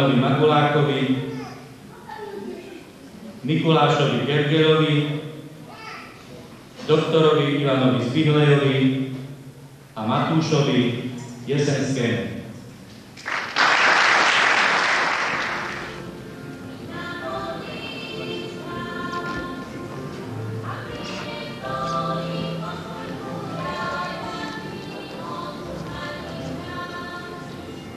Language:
Slovak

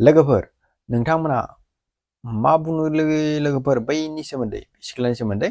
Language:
Bodo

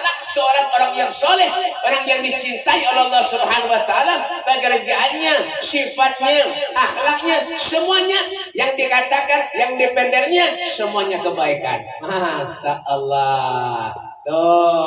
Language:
Banjar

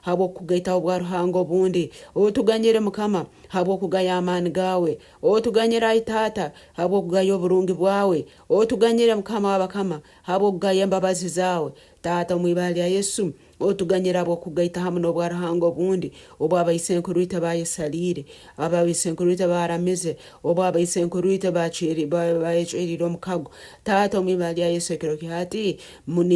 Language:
Nyoro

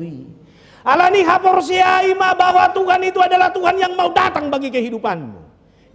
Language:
Batak Toba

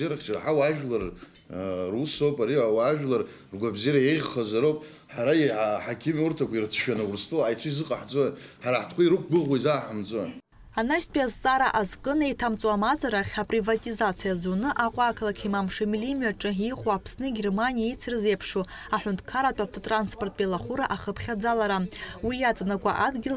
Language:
Abkhazian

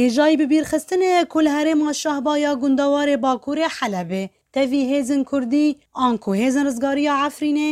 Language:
Kurdish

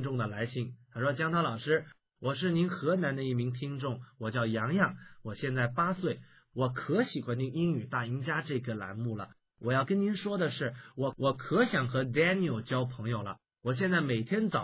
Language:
Chinese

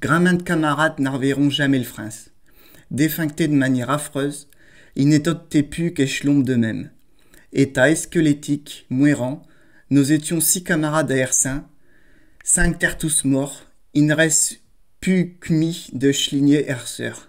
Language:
Picard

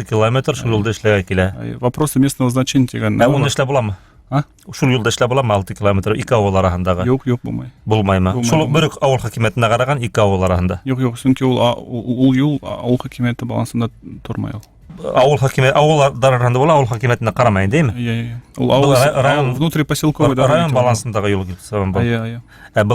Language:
Bashkir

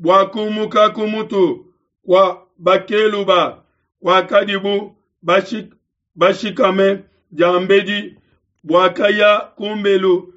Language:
Luba-Lulua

